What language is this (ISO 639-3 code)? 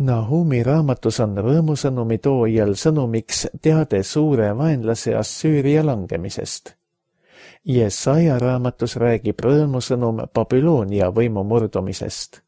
est